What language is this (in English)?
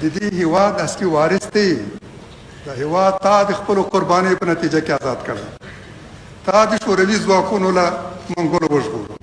Pashto